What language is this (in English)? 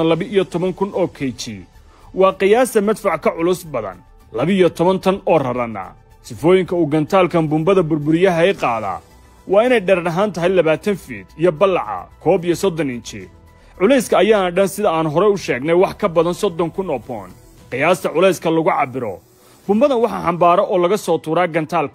Somali